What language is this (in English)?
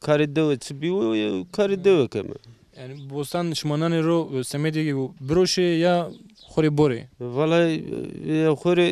Zaza